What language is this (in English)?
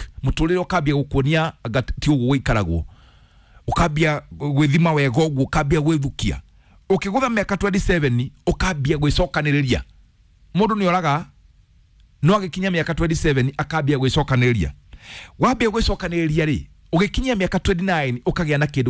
Kikuyu